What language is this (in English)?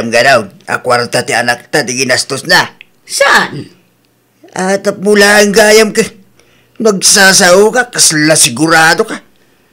Iloko